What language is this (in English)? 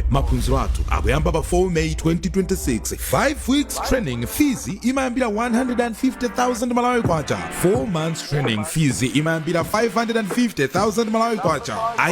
Nyanja